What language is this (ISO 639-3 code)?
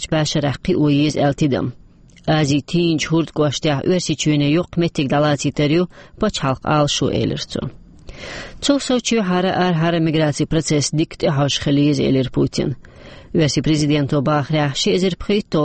che